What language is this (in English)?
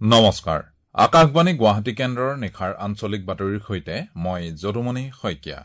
Assamese